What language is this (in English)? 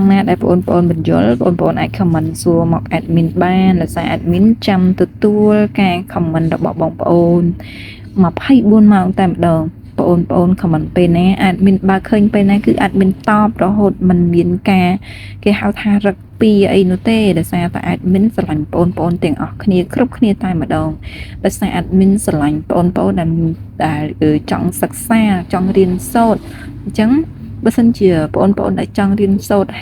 Khmer